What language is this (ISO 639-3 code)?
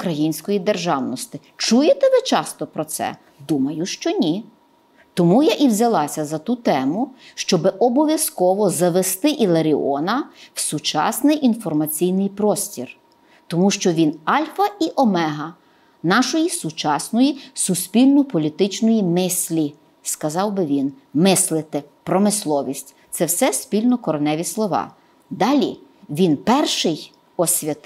ukr